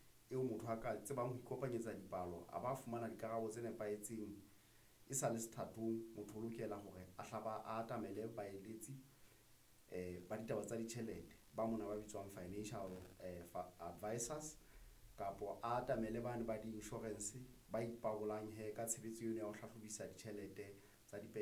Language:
Southern Sotho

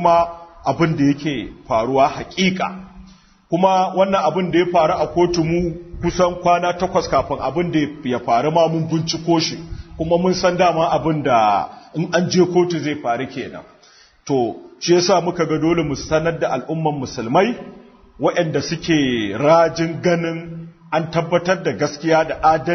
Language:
Hausa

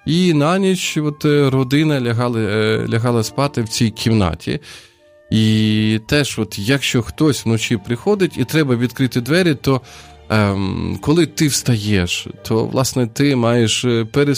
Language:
Ukrainian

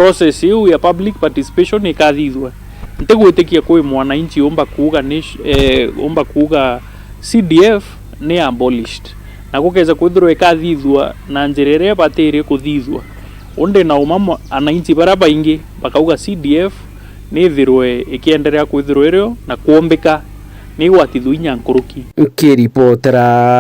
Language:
Meru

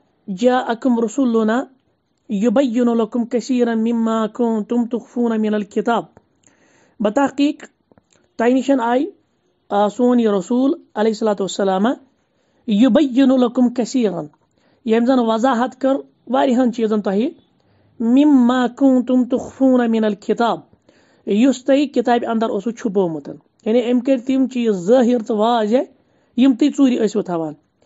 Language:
Kashmiri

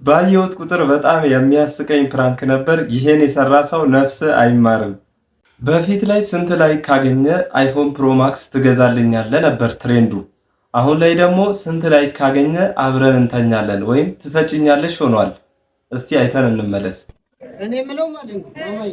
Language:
Amharic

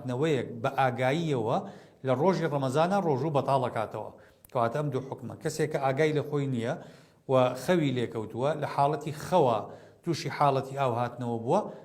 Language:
Central Kurdish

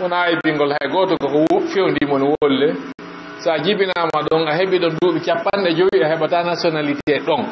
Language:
Fula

